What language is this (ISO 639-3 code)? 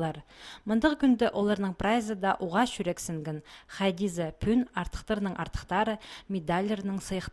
kjh